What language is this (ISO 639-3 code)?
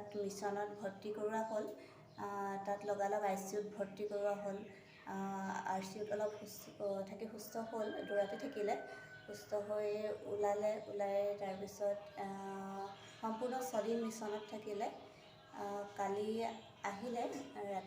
asm